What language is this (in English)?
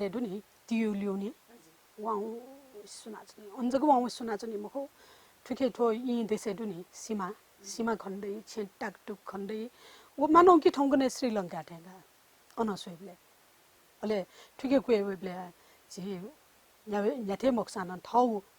Newari